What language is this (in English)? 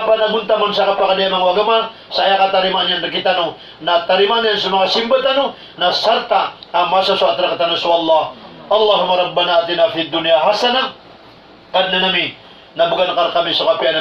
Maranao